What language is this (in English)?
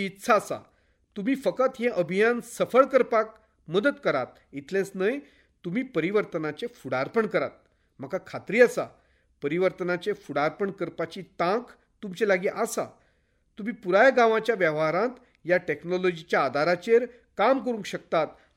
Konkani